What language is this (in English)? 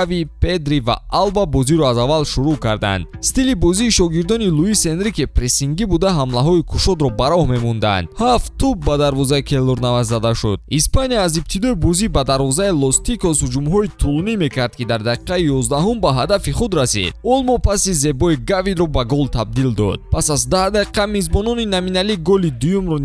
Tajik